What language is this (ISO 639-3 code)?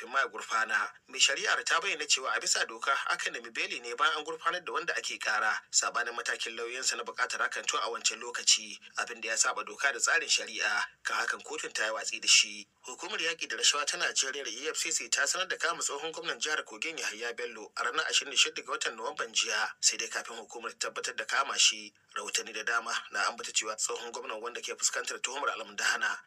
hau